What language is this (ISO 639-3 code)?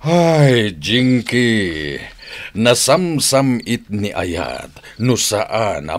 ilo